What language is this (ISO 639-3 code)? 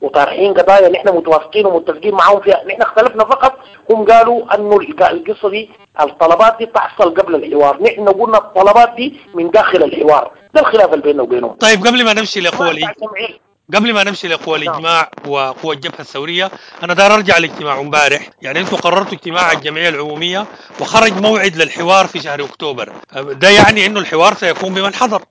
apd